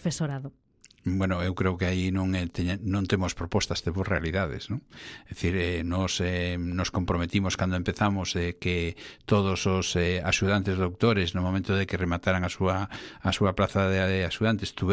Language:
Galician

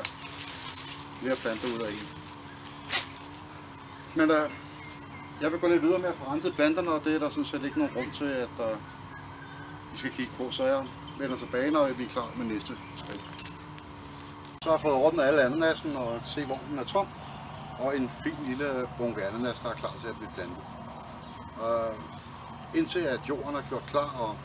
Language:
Danish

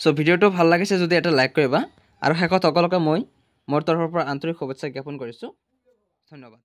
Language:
Assamese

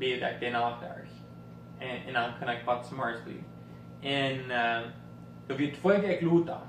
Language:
Plautdietsch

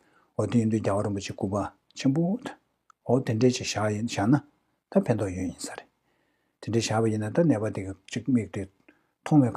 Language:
Tibetan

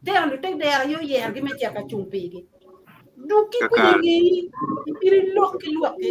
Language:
Acoli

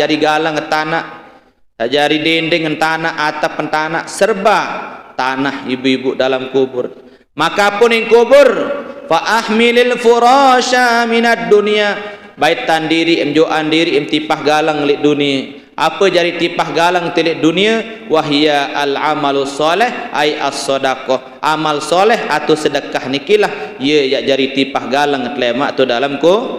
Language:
Sasak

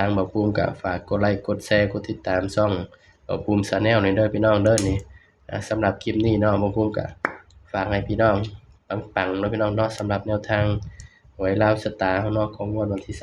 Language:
Northeastern Thai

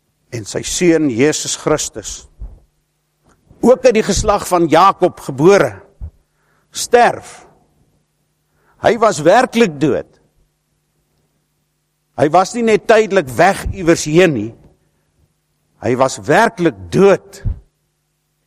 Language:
Afrikaans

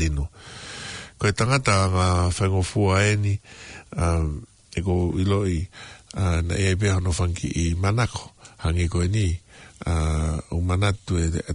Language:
Tongan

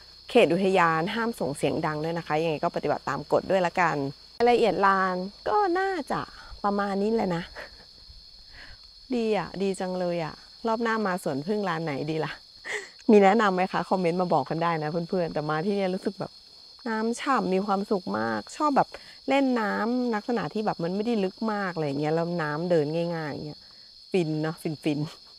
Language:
Thai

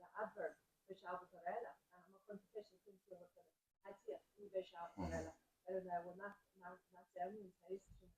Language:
Irish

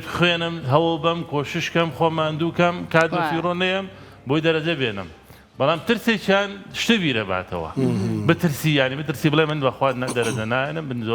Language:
Central Kurdish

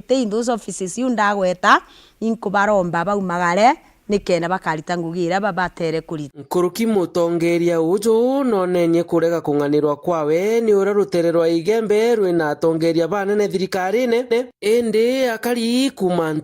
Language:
Meru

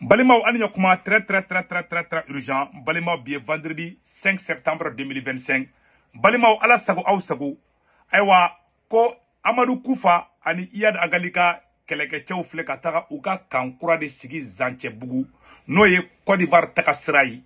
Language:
Bambara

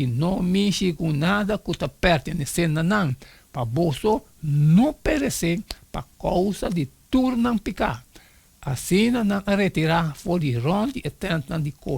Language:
Papiamento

